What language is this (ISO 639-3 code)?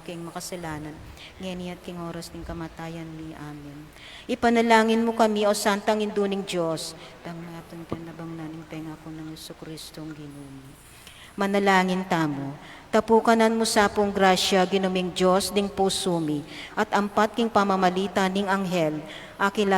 pam